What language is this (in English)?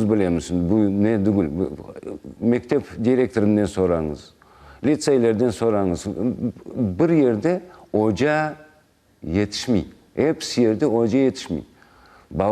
Crimean Tatar